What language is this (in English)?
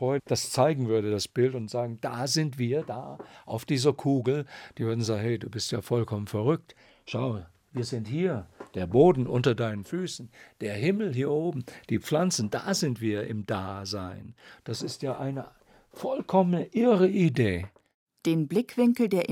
German